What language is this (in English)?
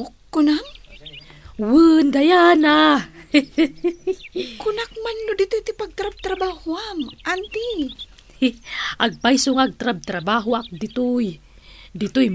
Iloko